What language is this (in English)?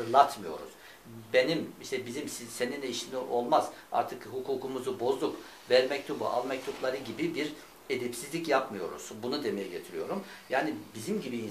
Turkish